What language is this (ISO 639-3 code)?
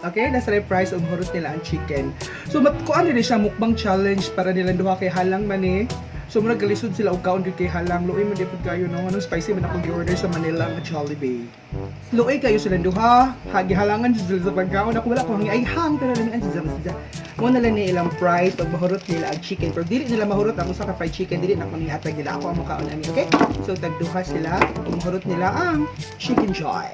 ceb